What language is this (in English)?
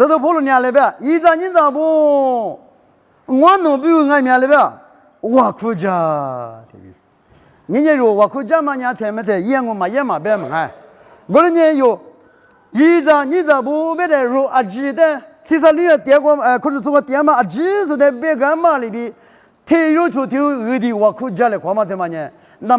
Lisu